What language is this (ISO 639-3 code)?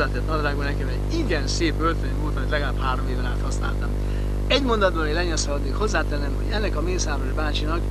hun